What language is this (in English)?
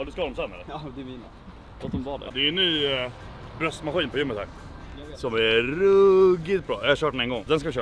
Swedish